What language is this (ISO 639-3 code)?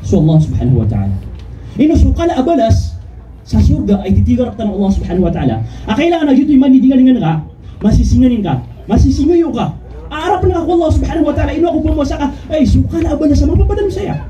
mrw